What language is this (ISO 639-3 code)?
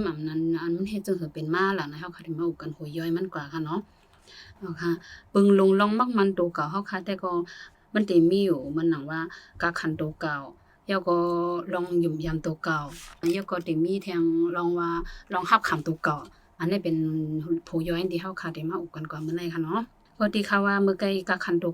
shn